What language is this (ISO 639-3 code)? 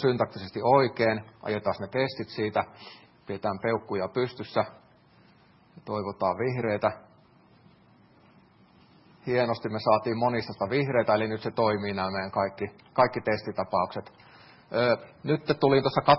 fin